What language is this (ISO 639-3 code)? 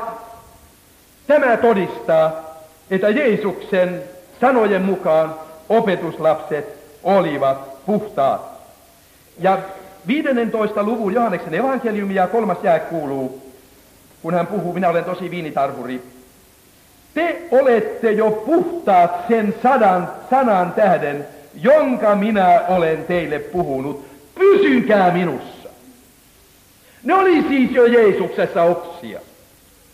fin